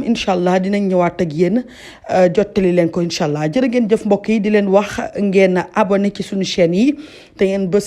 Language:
Wolof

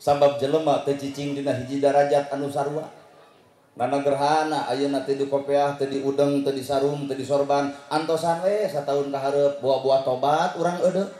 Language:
Sundanese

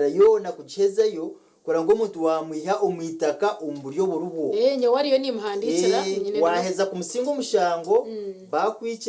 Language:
Nyankole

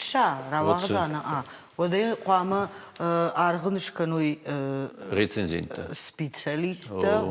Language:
Ossetic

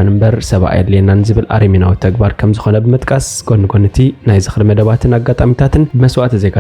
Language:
Tigrinya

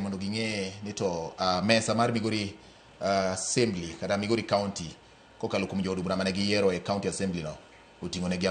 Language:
Luo (Kenya and Tanzania)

